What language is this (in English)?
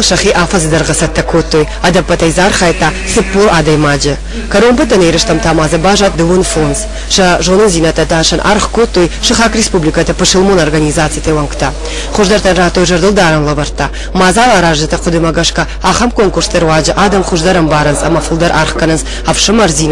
Ossetic